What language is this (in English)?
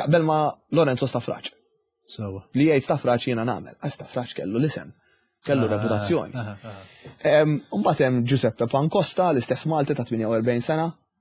Maltese